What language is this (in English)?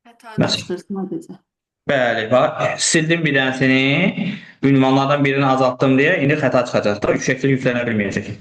Azerbaijani